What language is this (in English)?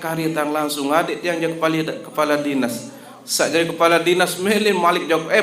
Sasak